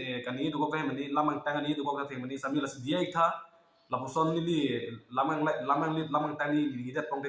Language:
Karbi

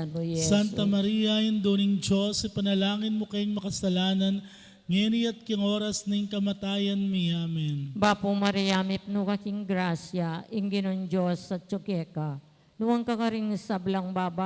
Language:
Pampanga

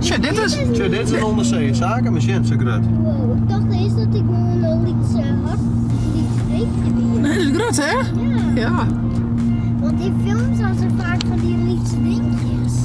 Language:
Western Frisian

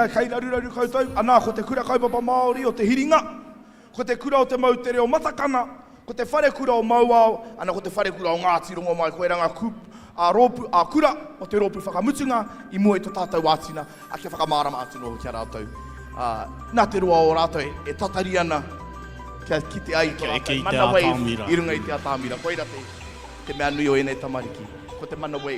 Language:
Māori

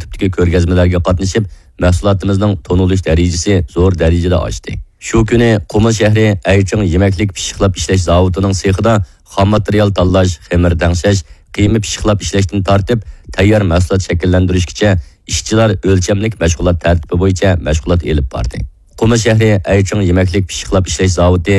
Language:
Uyghur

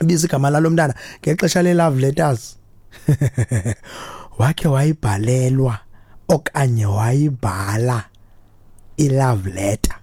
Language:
Xhosa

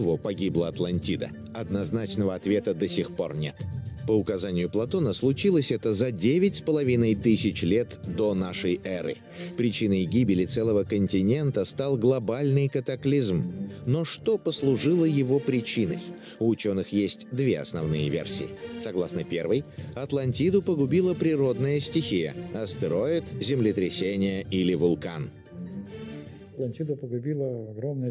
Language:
Russian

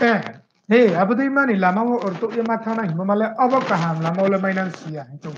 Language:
Riang (India)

